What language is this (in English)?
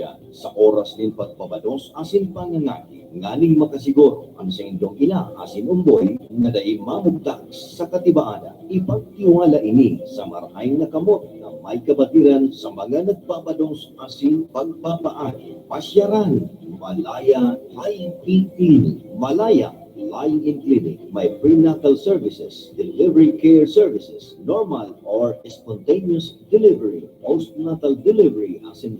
Bikol